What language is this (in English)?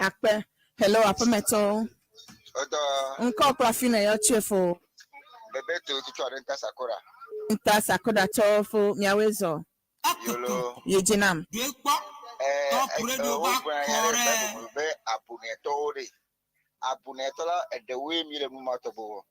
Ewe